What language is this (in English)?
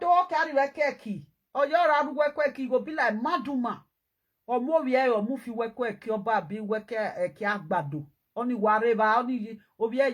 Nigerian Pidgin